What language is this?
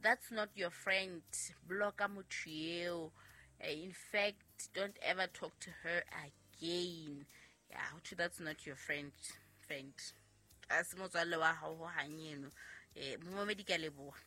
Southern Sotho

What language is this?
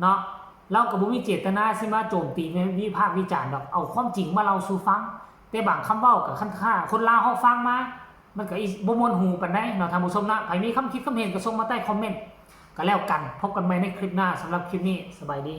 Northeastern Thai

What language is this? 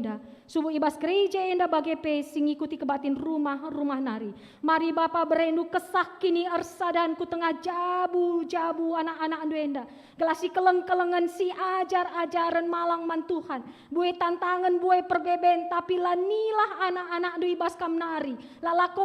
Batak Karo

